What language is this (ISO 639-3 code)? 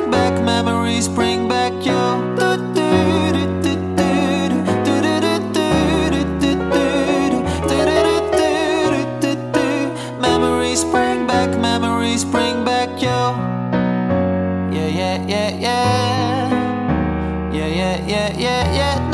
spa